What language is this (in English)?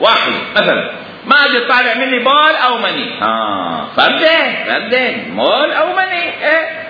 Mesopotamian Arabic